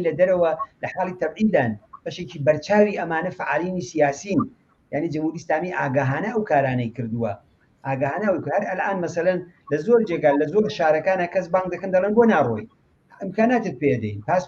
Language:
Central Kurdish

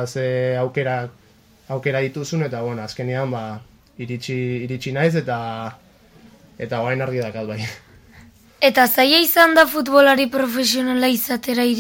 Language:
Basque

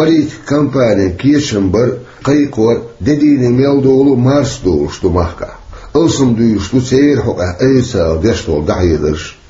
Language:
Chechen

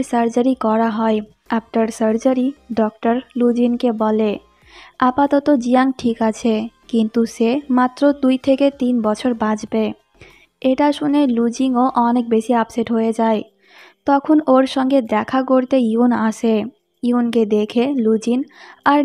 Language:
Bangla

